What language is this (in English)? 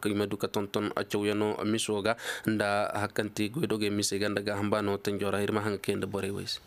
Zarma